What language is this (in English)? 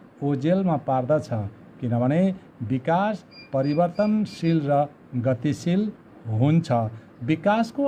Nepali